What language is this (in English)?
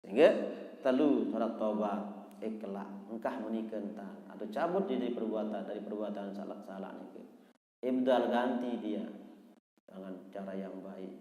Sasak